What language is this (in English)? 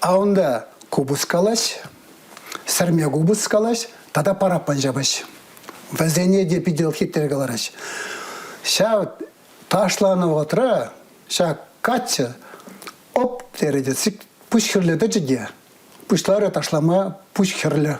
Chuvash